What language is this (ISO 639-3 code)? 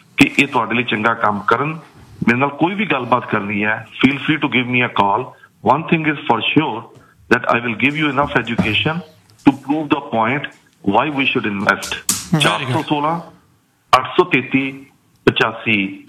pan